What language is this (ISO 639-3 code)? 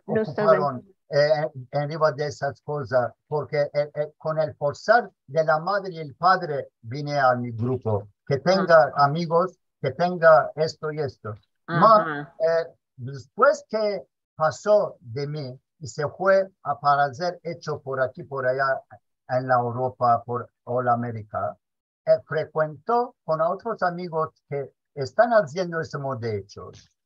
lad